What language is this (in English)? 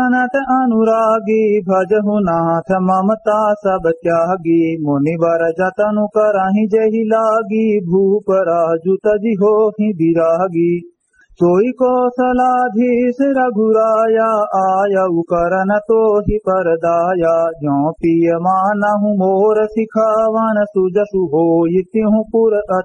Awadhi